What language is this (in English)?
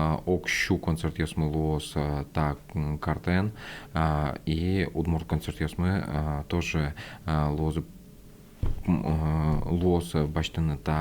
Udmurt